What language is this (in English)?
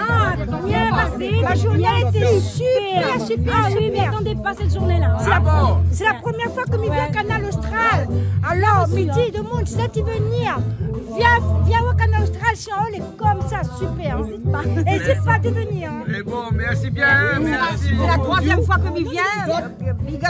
Réunion Creole French